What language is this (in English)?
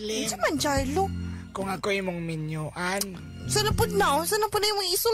Cebuano